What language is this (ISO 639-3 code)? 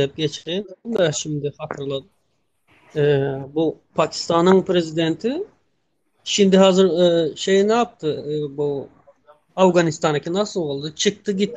tuk